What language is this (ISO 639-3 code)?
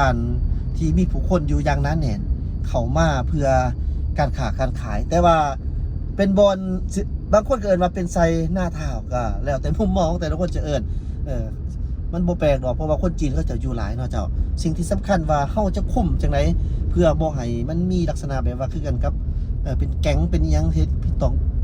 lao